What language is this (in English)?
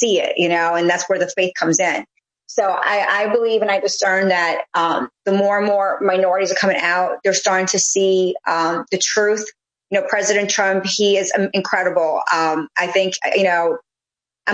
English